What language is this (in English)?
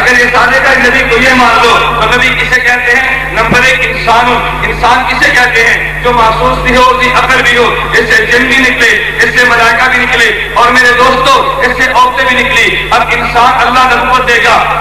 Urdu